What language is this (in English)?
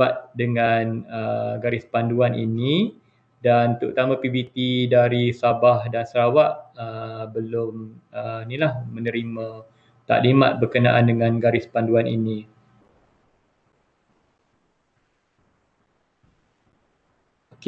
Malay